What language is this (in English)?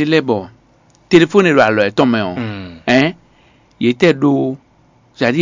Fon